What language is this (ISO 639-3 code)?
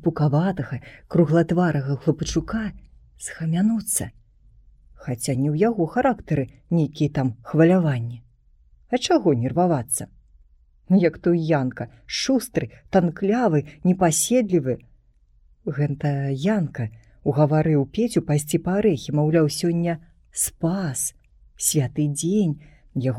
bel